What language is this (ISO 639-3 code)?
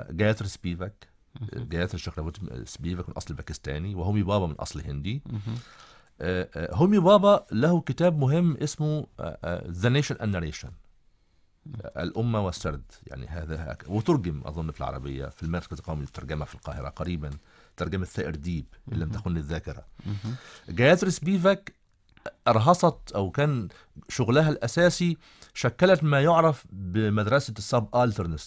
ara